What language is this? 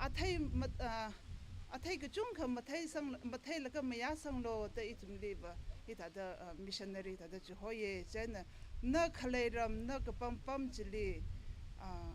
Tangkhul Naga (India)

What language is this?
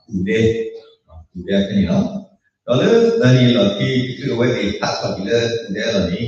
S'gaw Karen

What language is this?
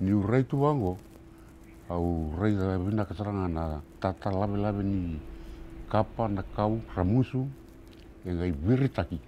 Fijian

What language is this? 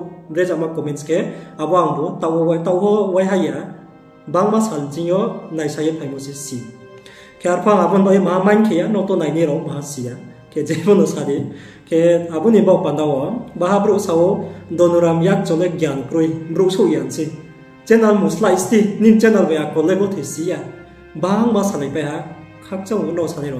Riang (India)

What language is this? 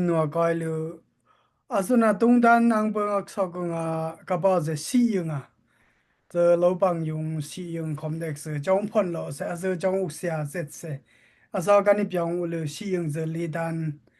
Dimasa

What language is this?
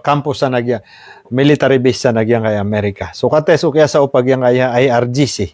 Maranao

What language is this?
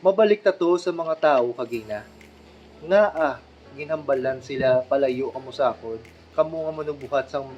Hiligaynon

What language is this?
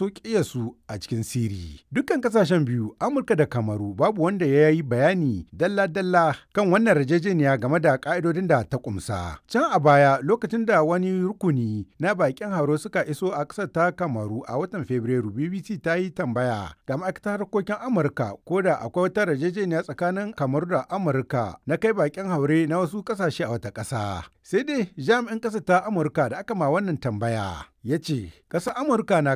Hausa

